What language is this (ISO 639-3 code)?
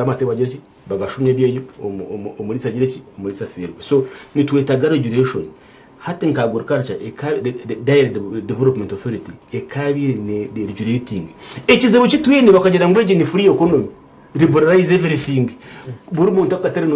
nyn